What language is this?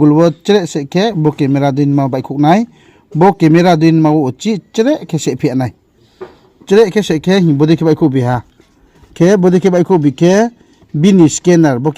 Riang (India)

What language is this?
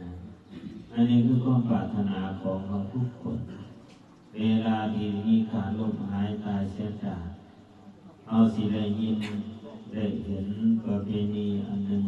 Lao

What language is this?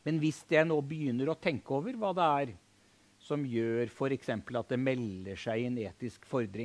Norwegian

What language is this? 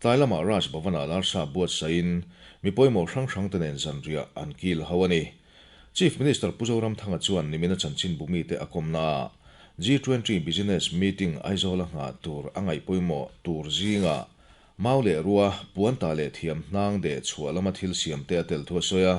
Mizo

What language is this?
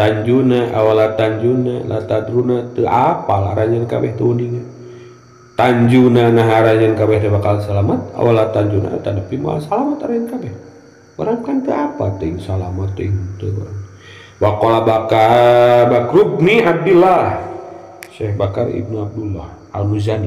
Sundanese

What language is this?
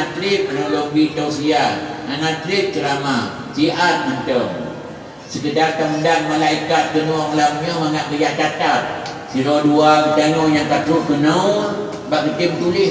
Achinese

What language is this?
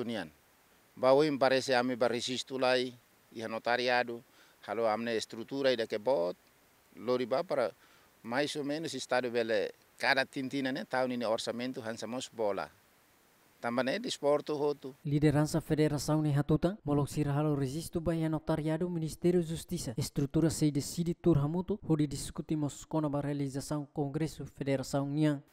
Tetum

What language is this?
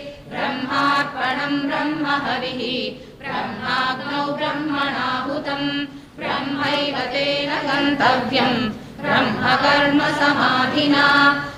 Sanskrit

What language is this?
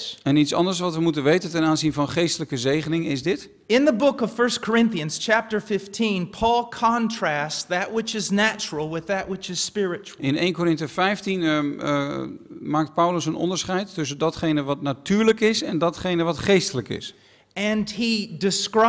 Dutch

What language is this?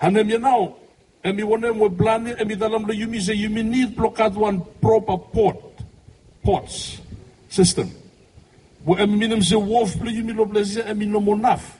Bislama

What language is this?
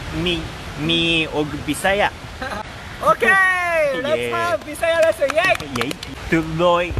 Cebuano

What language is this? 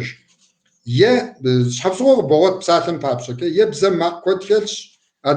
Kabardian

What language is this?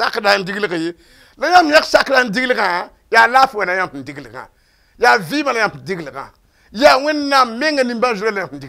Mossi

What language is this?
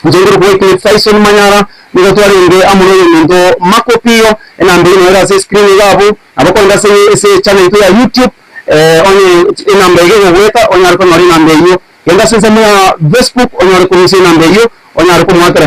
Gusii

